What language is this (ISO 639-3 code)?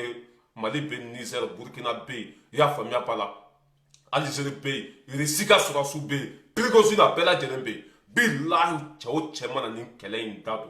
bam